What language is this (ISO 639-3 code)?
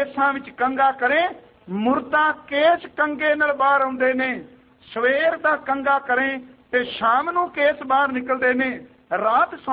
pan